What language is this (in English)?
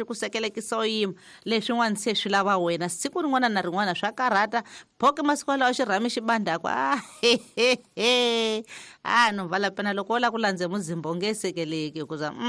Tsonga